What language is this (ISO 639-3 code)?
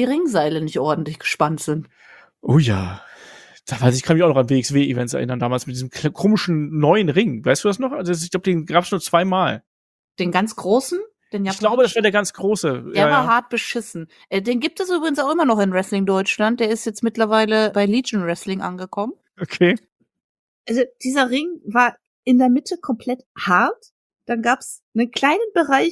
deu